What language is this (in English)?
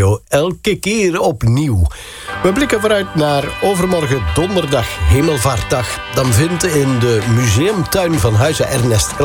Dutch